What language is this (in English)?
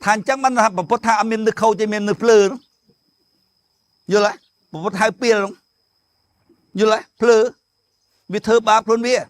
Khmer